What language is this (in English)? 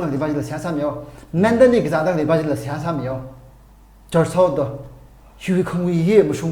Tangkhul Naga (India)